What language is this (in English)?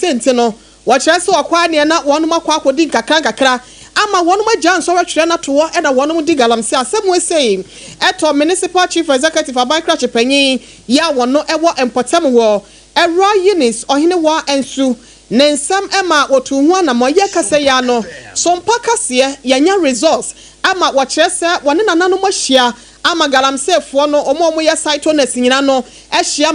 Akan